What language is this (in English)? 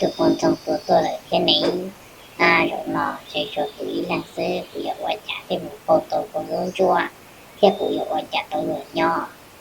Hmong